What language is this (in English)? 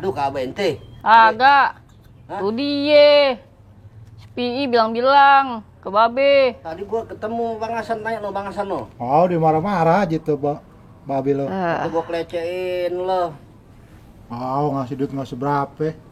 Betawi